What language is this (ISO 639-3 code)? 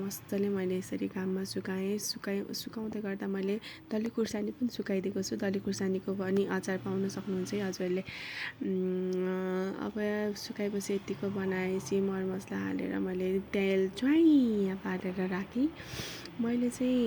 nep